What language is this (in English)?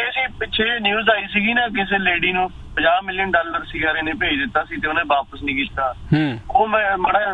Punjabi